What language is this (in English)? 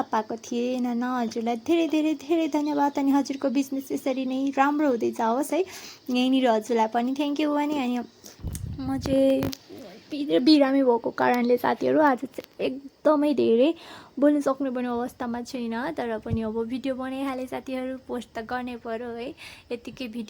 Nepali